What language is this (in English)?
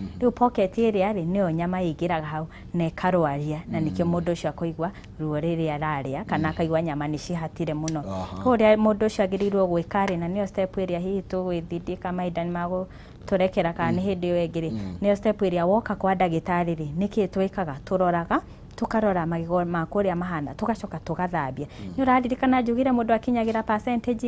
Kikuyu